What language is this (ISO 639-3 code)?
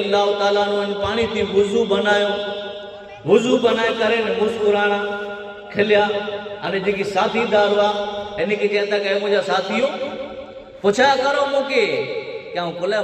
kfr